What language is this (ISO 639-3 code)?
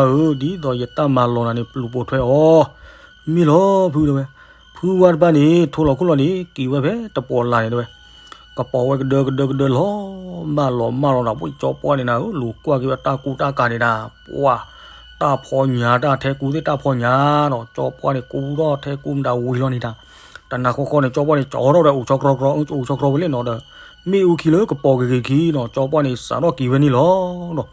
ksw